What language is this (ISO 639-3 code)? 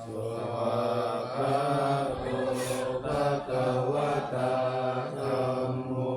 pli